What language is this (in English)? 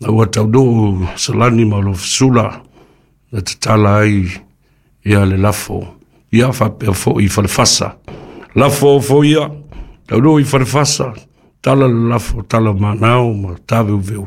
Samoan